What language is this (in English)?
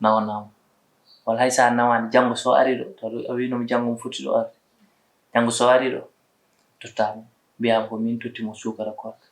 Fula